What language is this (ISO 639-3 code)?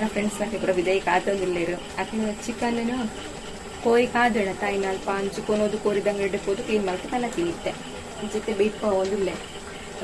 tcy